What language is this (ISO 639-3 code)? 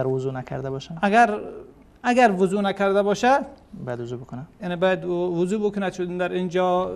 fas